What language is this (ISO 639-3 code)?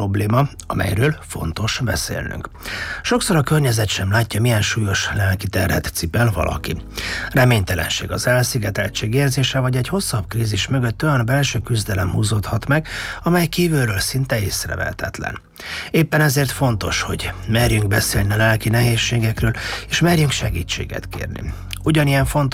hun